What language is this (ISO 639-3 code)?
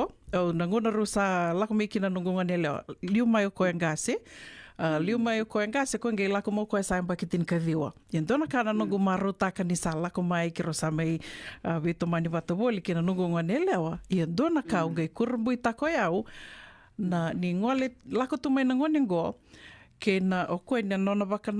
fij